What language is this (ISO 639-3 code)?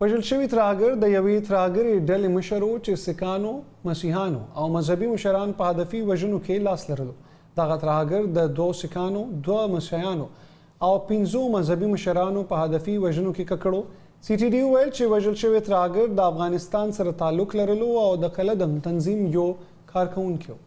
pus